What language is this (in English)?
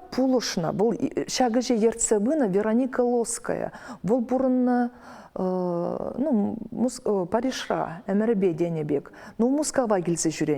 Chuvash